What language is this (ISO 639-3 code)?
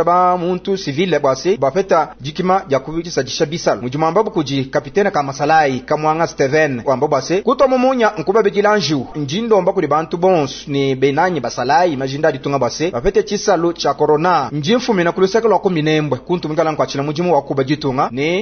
lua